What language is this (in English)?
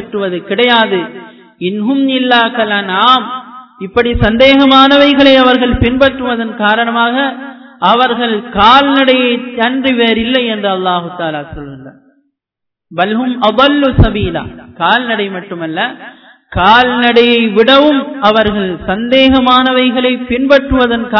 Tamil